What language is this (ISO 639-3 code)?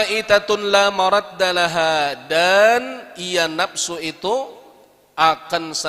bjn